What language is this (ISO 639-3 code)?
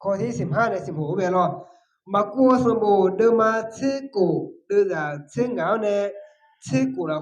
ahk